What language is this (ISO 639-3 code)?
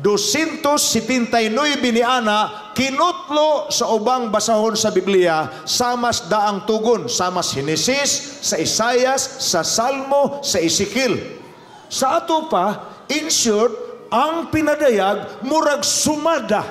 ceb